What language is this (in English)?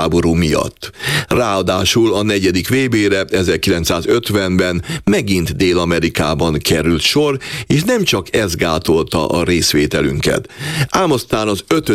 Hungarian